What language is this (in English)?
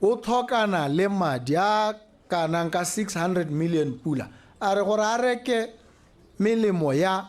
Tswana